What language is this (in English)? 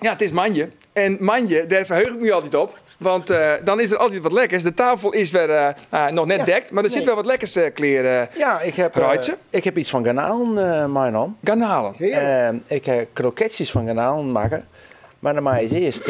Western Frisian